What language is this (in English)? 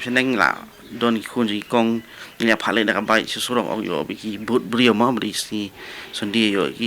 Khasi